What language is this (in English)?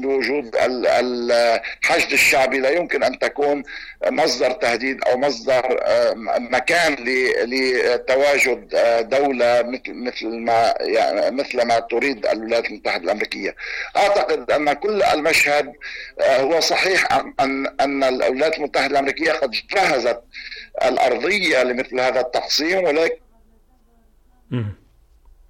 Arabic